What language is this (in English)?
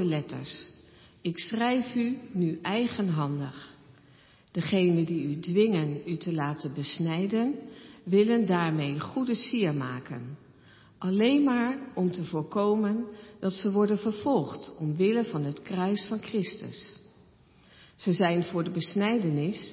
Dutch